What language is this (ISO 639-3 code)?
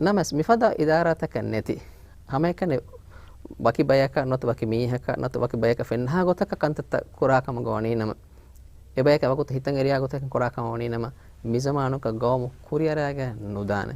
div